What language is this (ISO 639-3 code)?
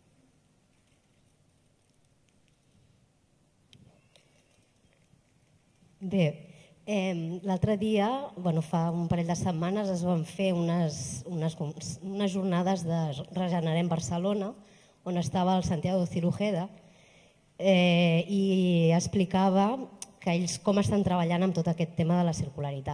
cat